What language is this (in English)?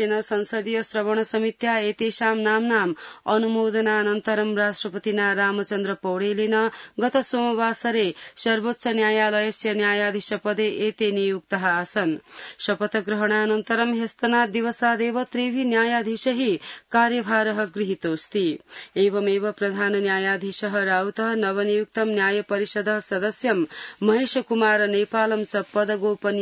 Sanskrit